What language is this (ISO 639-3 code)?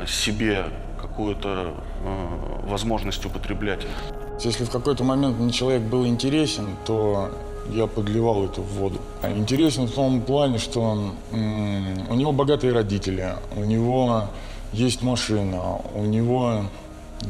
rus